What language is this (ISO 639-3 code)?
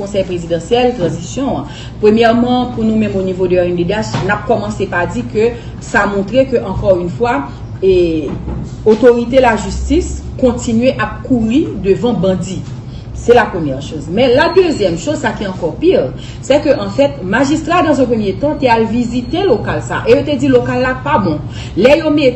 hat